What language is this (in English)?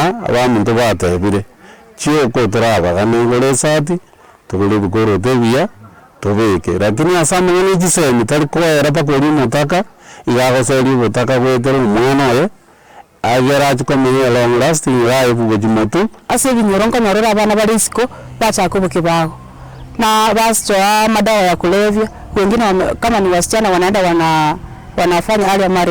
Gusii